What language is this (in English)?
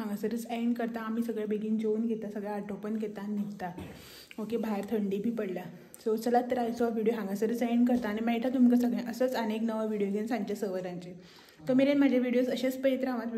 Konkani